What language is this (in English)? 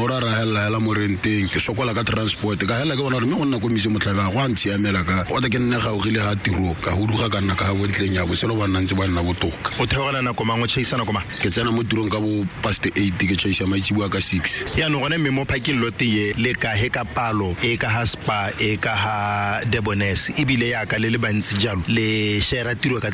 Tswana